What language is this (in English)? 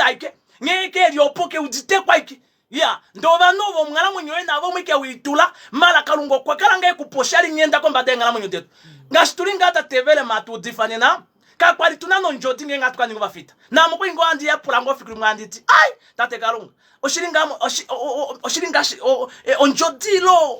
Kuanyama